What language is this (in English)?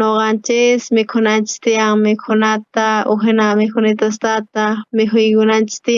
South Bolivian Quechua